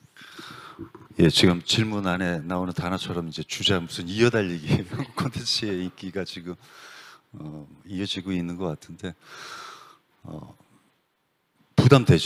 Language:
Korean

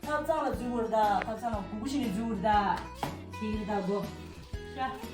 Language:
Tibetan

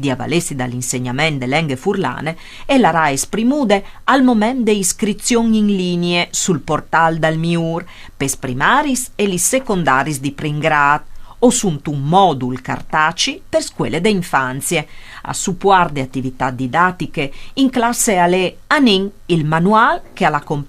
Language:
Friulian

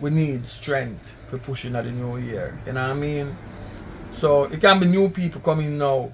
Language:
Jamaican Creole English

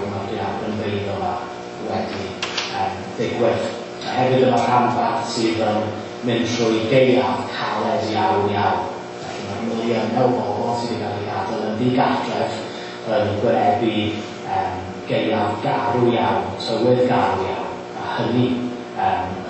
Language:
Welsh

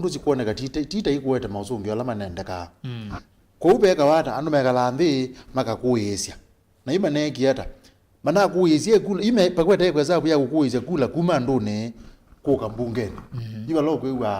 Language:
Kamba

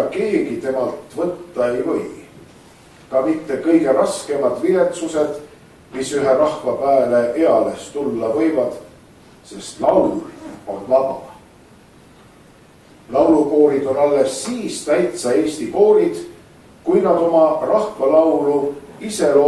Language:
Estonian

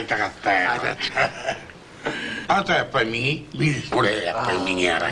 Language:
Japanese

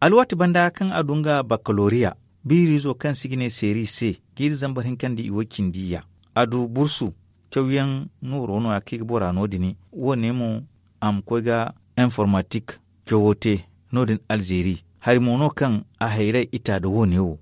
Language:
Zarma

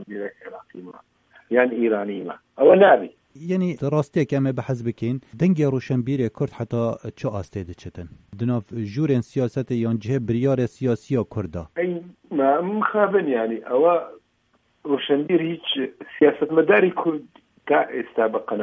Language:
Kurdish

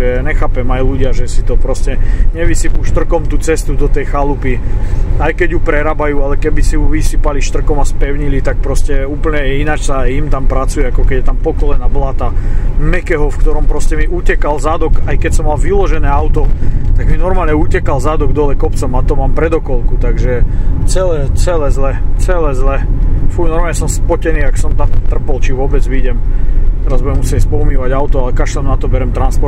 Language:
Slovak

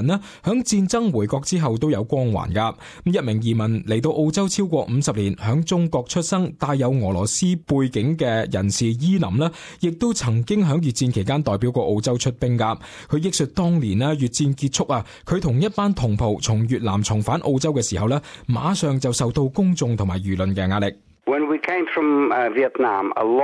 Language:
Cantonese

